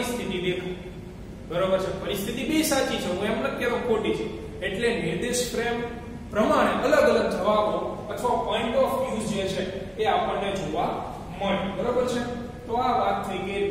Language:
Gujarati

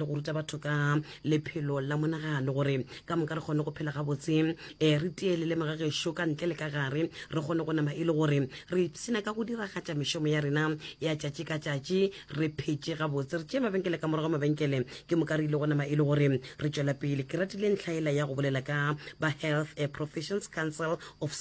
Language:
Northern Sotho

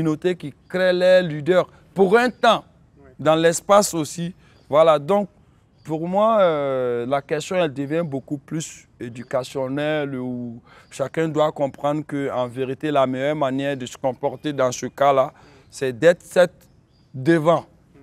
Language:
French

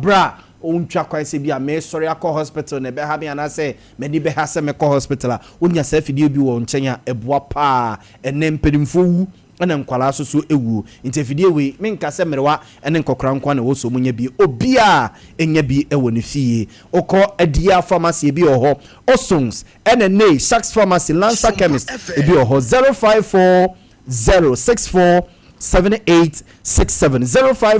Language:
Akan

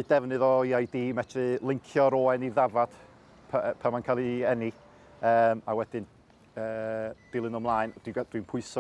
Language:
Welsh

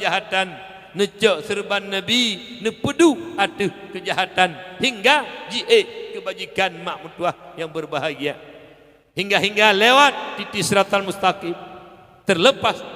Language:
Achinese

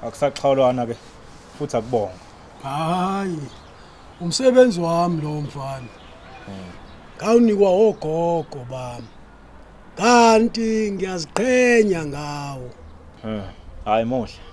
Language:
Zulu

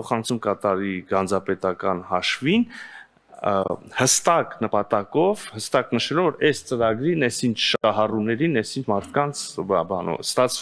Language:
Armenian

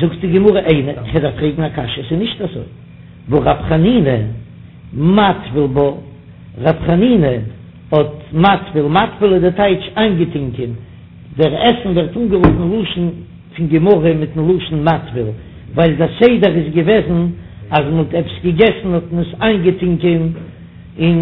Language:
Yiddish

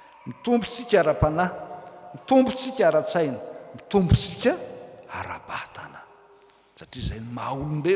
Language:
Malagasy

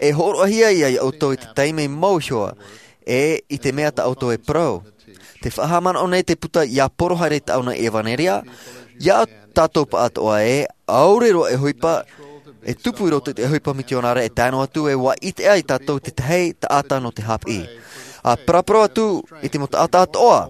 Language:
Tahitian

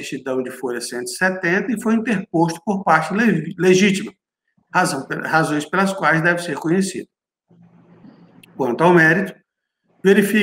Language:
Portuguese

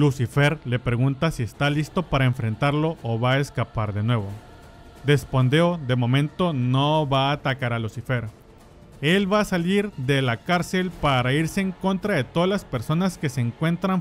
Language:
Spanish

